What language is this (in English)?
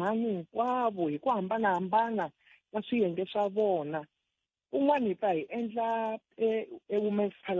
Tsonga